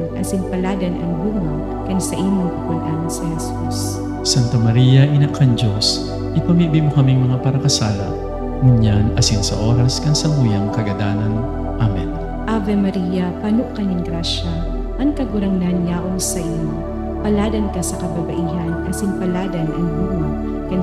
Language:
Bikol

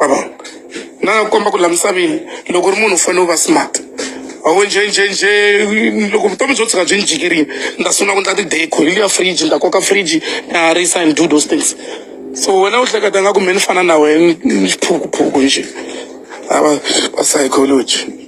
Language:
Tsonga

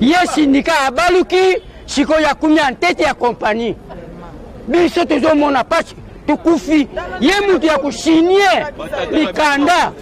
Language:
Lingala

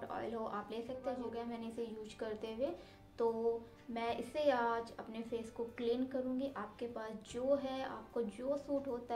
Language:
Hindi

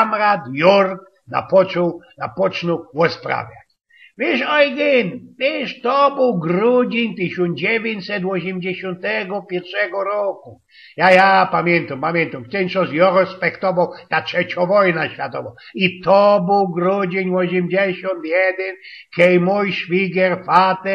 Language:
Silesian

